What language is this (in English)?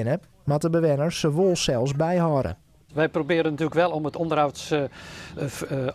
Western Frisian